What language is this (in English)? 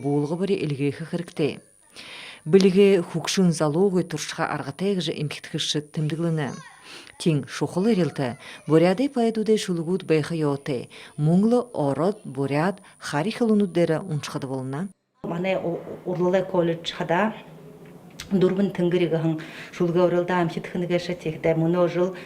Buriat